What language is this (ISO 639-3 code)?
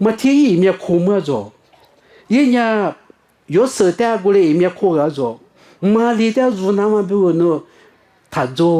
lis